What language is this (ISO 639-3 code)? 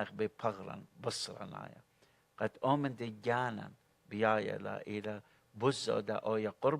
aii